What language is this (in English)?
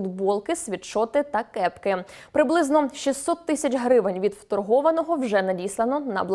Ukrainian